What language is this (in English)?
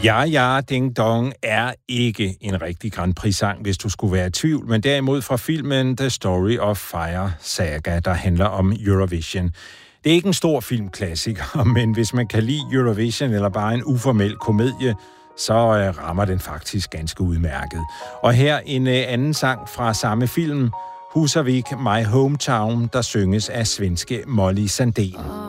Danish